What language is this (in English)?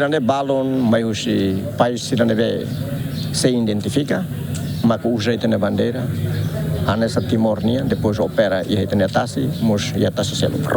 Tetum